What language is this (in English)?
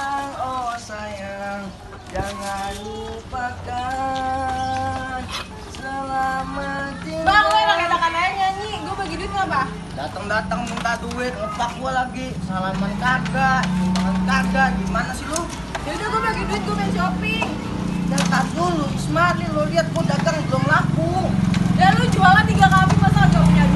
Betawi